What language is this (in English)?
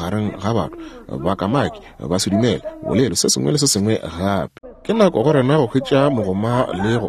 Northern Sotho